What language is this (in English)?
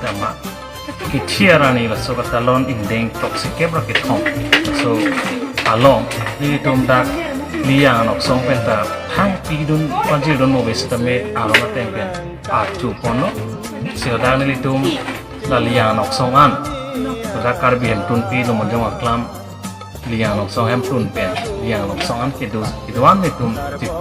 Karbi